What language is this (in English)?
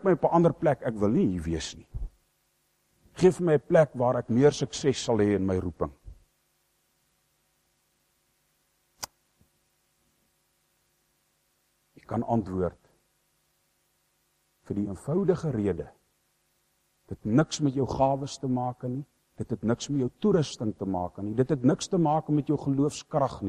Afrikaans